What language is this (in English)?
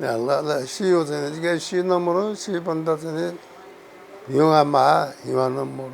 Newari